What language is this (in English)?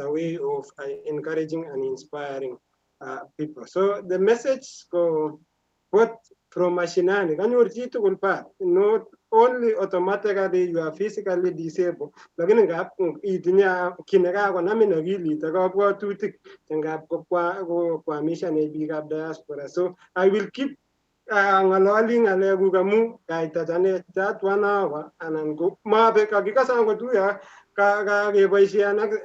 Kalenjin